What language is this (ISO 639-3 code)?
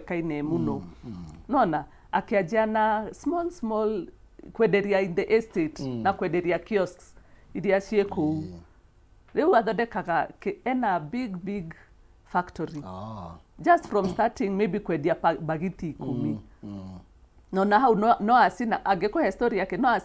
kik